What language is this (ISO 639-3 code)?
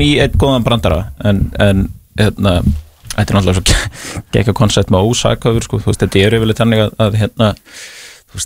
isl